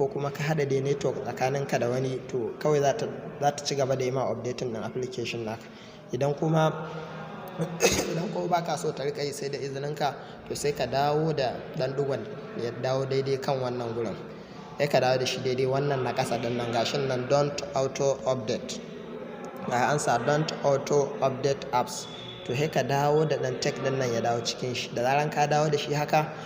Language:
Hausa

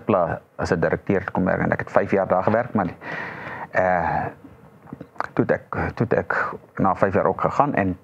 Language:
Afrikaans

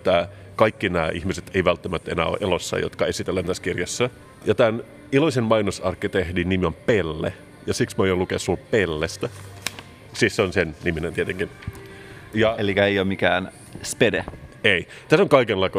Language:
Finnish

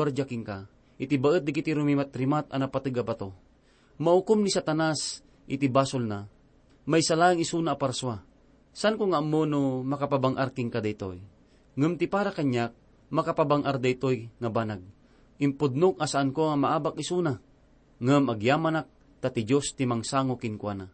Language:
Iloko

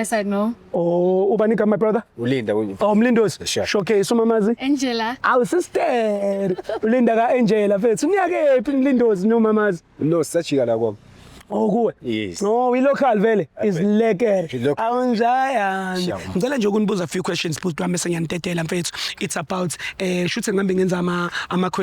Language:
Zulu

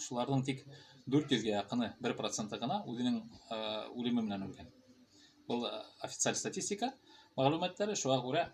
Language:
Bashkir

